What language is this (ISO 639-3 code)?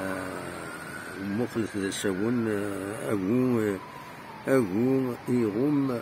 kab